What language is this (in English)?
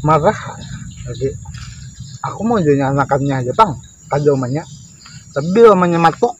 Banjar